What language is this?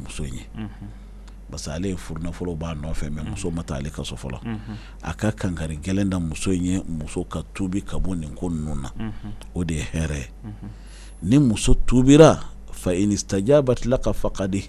Bambara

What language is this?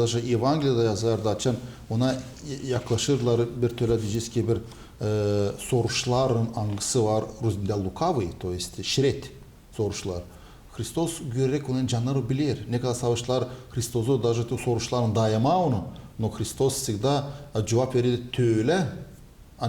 Gagauz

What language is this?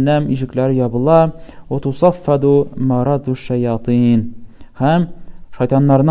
Tatar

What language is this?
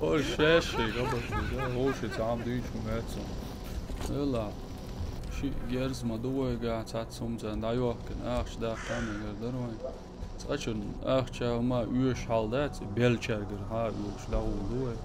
Chechen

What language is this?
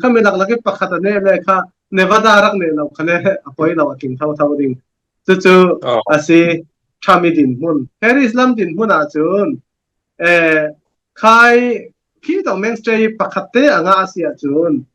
Falam Chin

